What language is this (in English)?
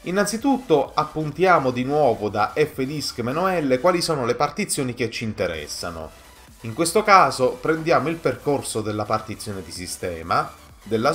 Italian